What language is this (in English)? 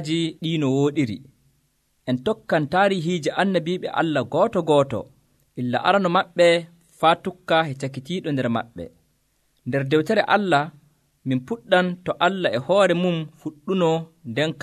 Nigerian Fulfulde